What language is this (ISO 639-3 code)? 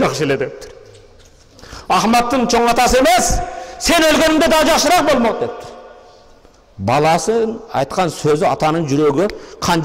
kir